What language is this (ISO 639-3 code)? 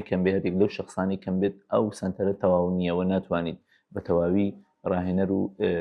ckb